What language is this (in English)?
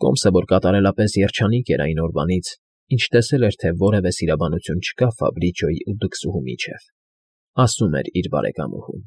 Armenian